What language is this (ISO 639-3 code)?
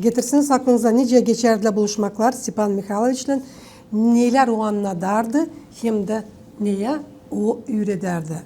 gag